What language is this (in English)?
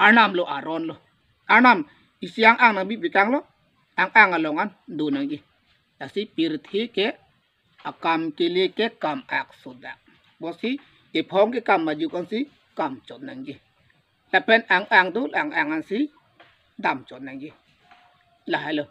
Karbi